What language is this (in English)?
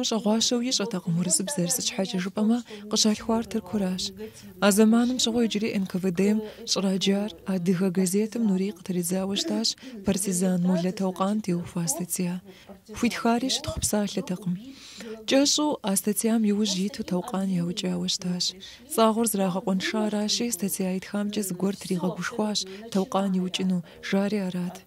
Kabardian